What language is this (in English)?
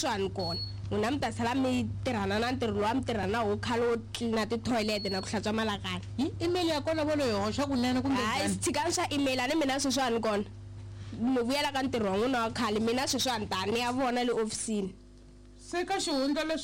Tsonga